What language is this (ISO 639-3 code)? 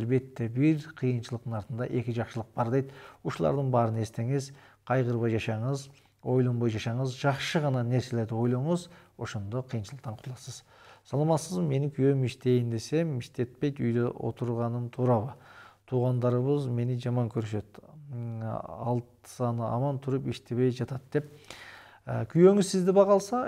kir